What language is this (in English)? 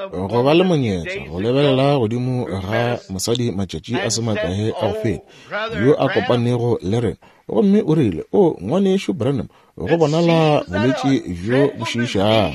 Northern Sotho